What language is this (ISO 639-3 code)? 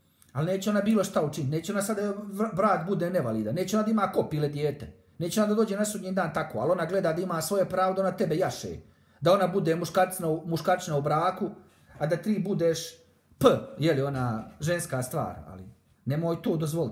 bos